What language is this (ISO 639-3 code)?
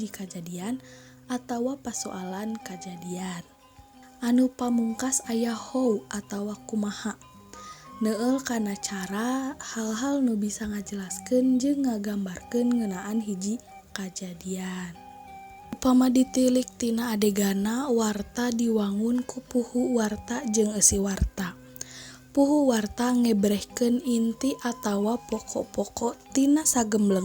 sun